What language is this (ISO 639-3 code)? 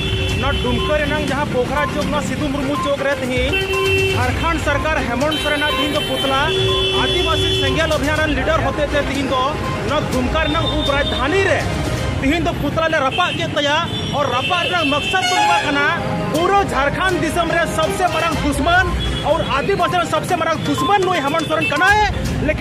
sat